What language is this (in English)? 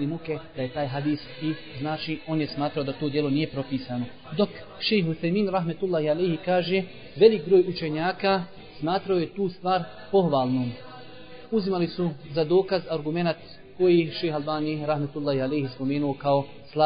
Bosnian